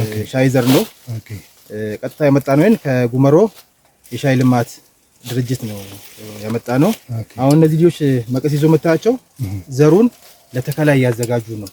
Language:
Amharic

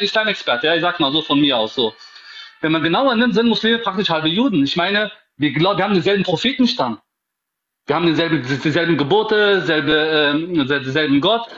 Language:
German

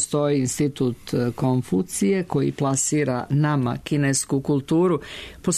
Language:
Serbian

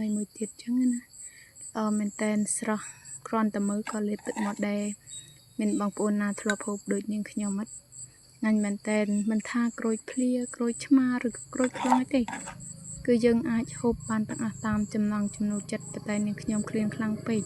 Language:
Khmer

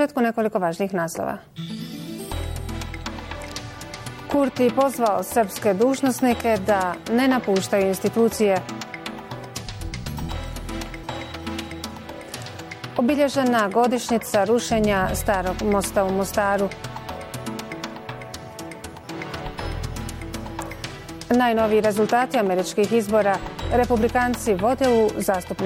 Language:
Bosnian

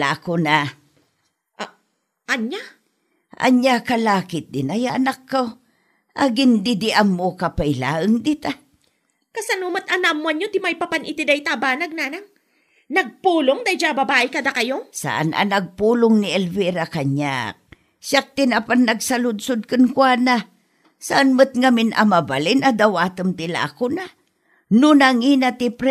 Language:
Iloko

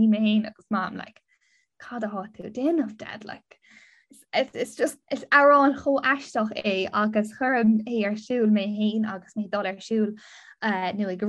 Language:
Irish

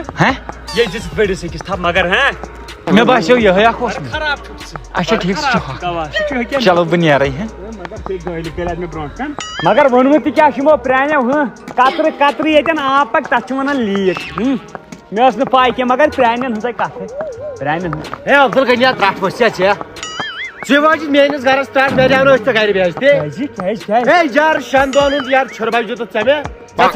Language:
Kashmiri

